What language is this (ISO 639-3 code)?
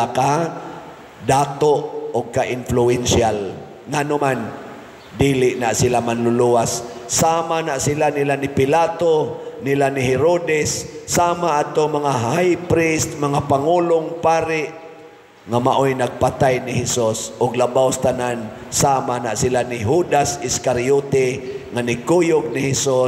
ceb